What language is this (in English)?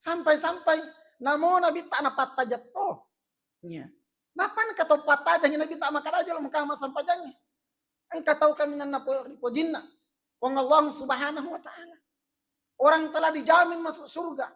Buginese